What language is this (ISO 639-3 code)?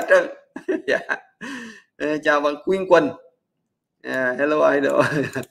vie